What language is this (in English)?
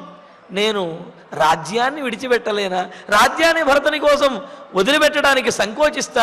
Telugu